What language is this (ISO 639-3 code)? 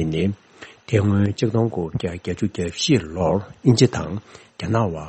bod